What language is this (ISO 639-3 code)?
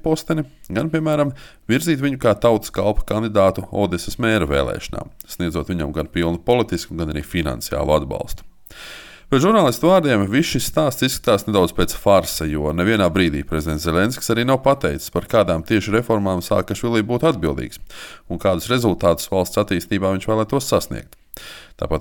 lav